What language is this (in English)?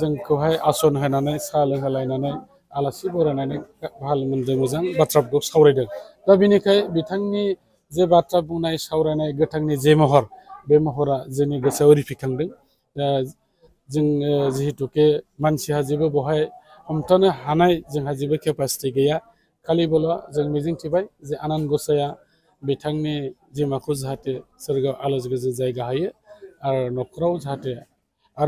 Bodo